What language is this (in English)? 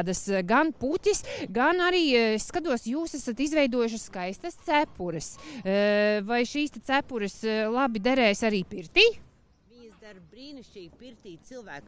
Latvian